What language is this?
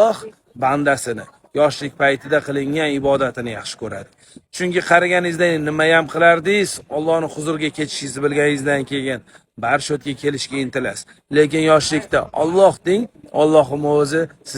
Uzbek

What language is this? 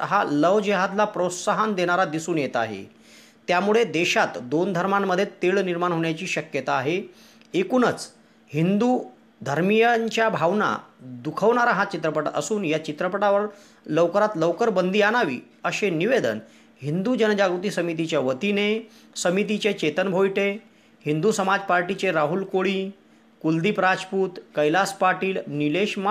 Marathi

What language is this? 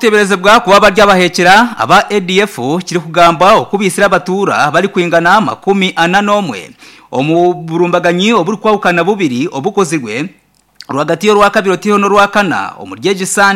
Nyankole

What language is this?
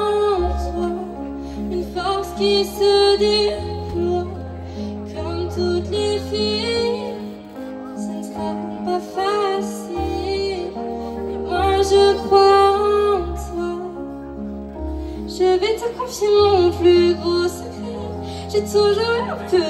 French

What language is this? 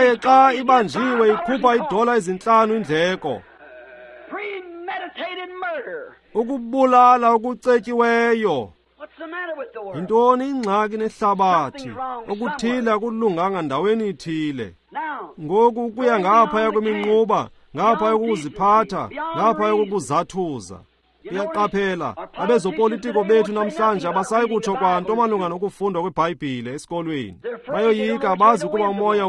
Xhosa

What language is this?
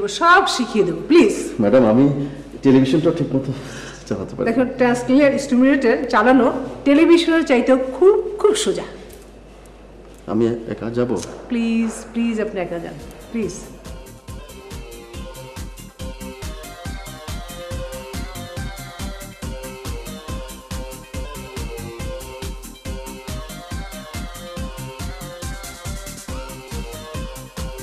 Bangla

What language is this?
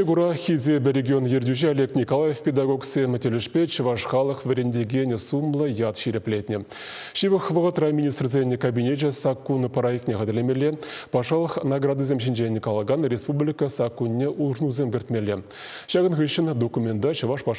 Chuvash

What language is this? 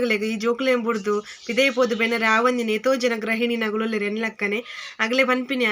Tulu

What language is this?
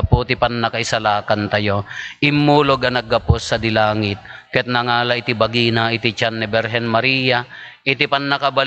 Iloko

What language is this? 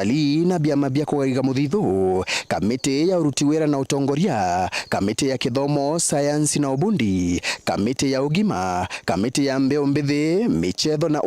Meru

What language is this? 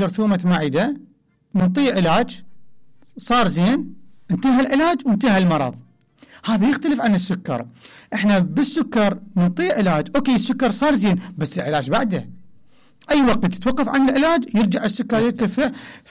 Mesopotamian Arabic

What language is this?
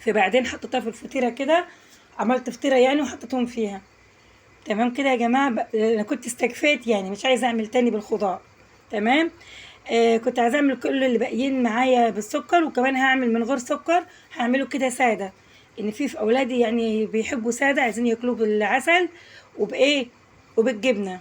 Egyptian Arabic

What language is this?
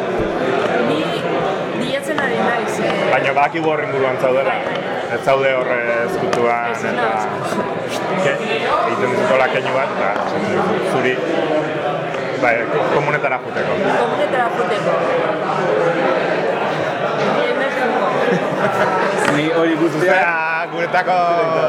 Basque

